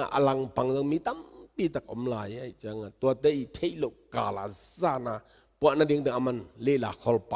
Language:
Tedim Chin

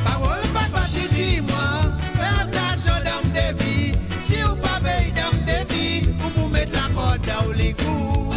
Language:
Morisyen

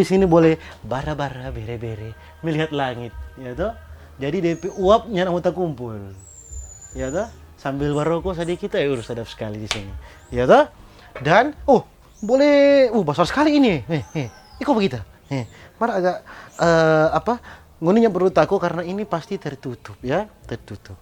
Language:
Manado Malay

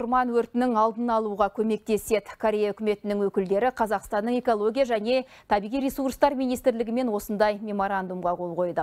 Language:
Kazakh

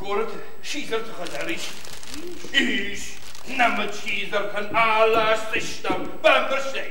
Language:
Ossetic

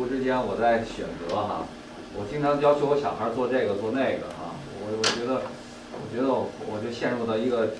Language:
Chinese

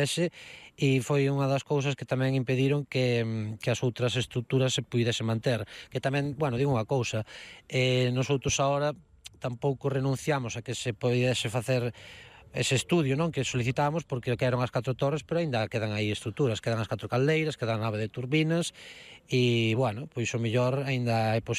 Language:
Galician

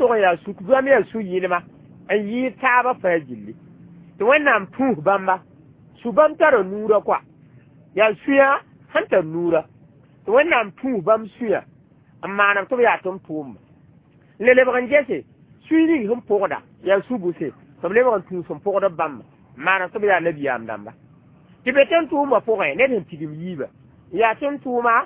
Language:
Mossi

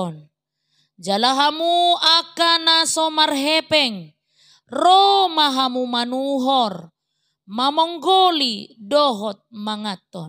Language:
Batak Toba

